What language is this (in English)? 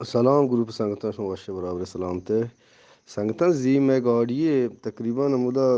Eastern Balochi